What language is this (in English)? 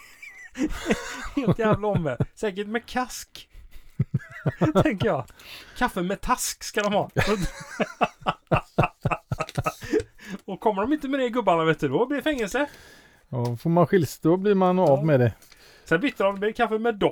Swedish